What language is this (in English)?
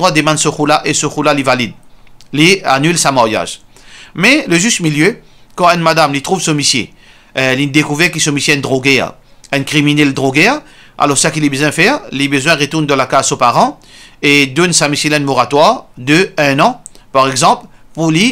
Morisyen